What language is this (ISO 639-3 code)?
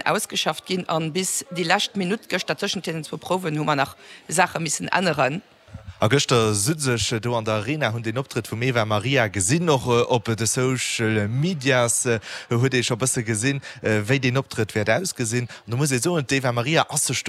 ltz